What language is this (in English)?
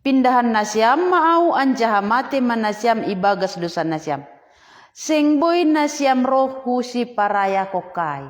Batak Simalungun